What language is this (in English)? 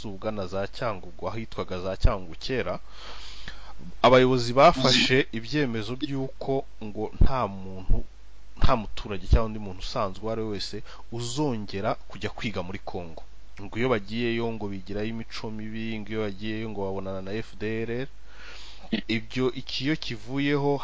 Kinyarwanda